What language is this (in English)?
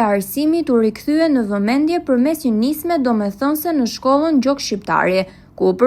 Albanian